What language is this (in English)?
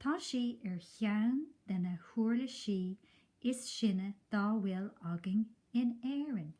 Irish